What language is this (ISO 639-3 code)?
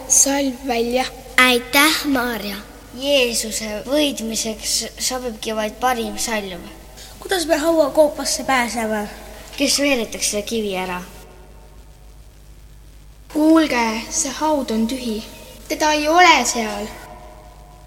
est